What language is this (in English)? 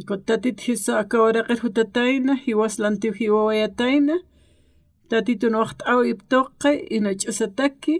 Aymara